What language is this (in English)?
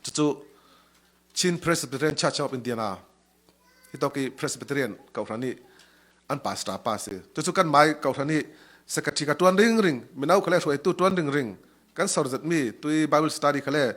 Falam Chin